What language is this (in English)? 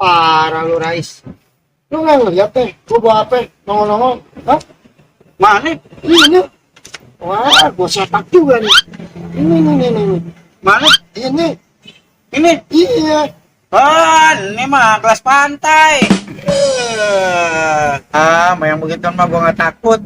Betawi